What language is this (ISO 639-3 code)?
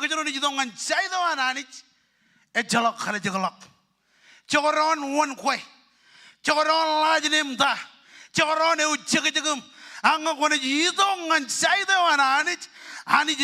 mah